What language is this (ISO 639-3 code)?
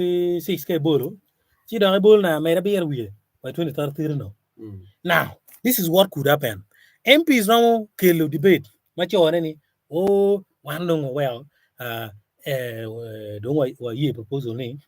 ach